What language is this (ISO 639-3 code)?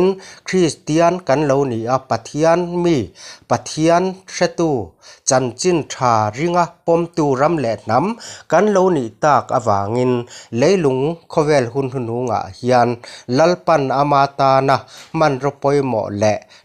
lus